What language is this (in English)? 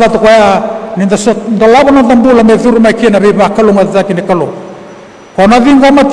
Fijian